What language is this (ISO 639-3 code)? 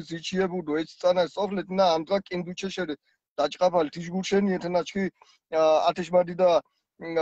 xmf